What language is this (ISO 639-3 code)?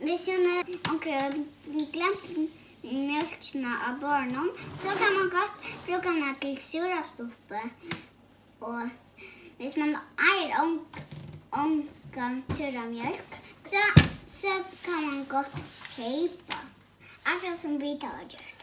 fao